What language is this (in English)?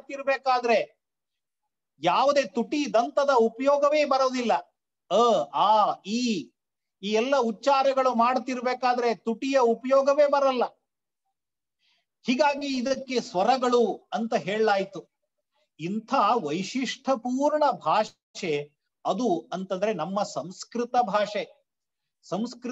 Kannada